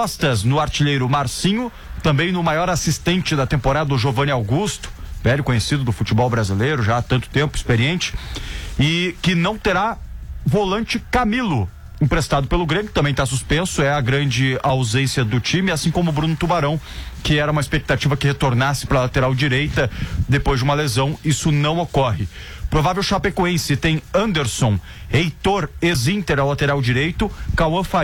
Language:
Portuguese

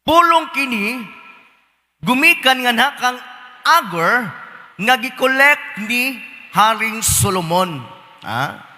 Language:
Cebuano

